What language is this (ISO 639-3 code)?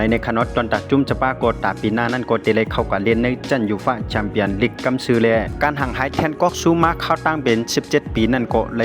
shn